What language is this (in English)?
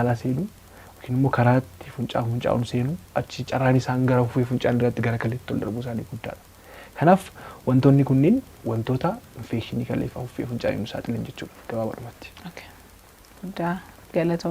Oromo